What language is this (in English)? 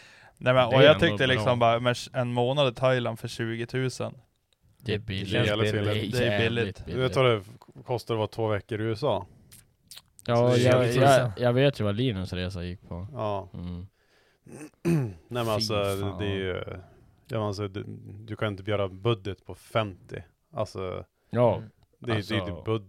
Swedish